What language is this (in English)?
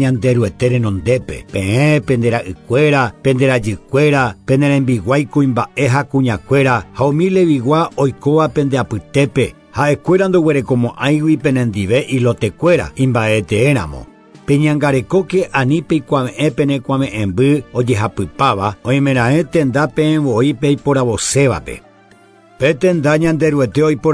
Guarani